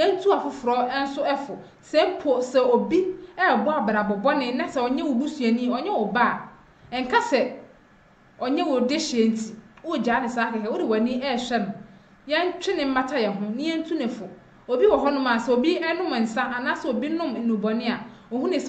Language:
Akan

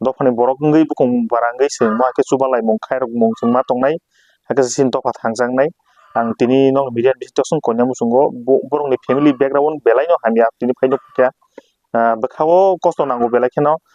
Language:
Kok Borok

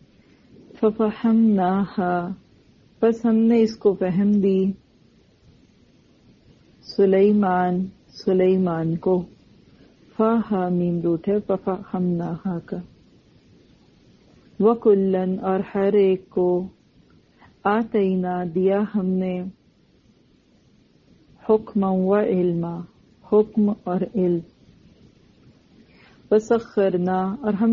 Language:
Urdu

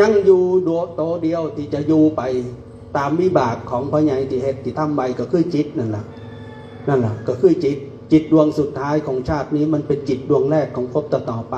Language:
Northeastern Thai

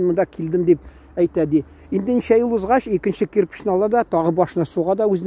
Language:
Tatar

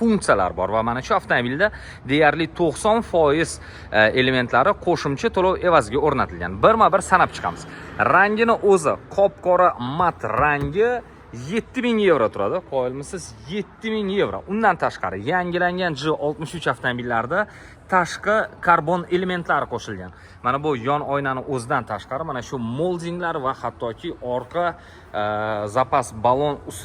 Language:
Uzbek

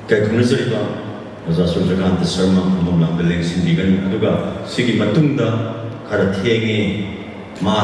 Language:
Manipuri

